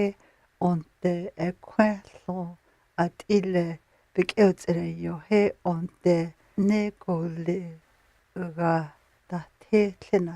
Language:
North Slavey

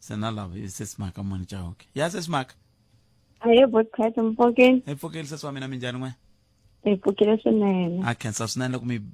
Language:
Tsonga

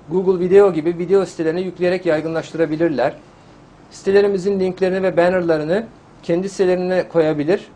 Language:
Turkish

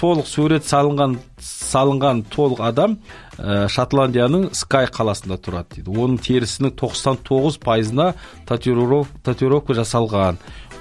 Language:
Kazakh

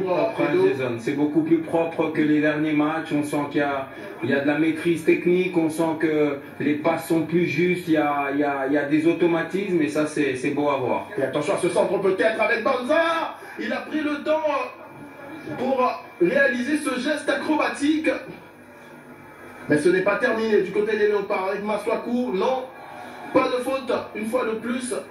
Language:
French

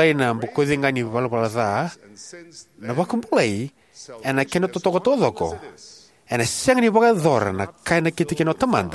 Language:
Fijian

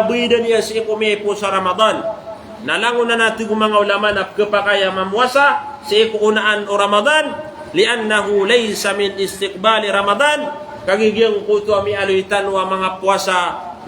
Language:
Maranao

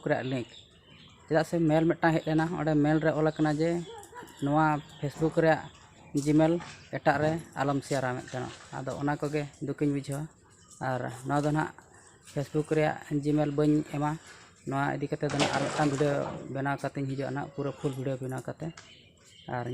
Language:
Santali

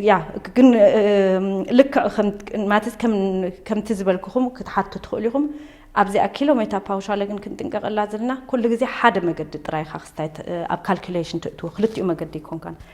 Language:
Tigrinya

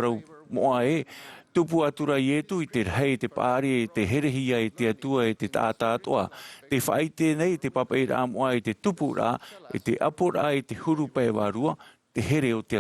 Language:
Tahitian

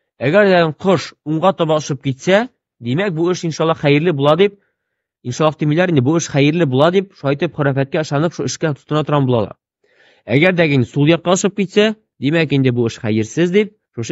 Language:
Tatar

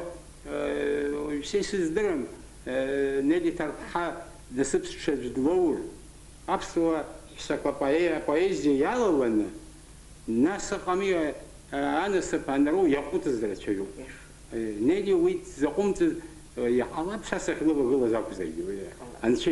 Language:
Abkhazian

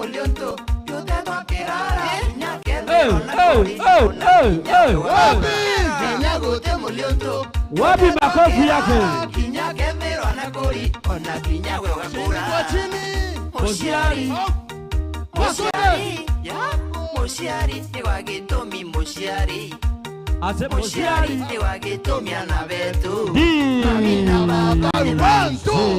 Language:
Meru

